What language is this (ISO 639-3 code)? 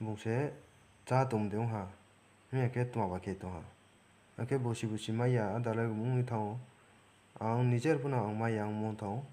ria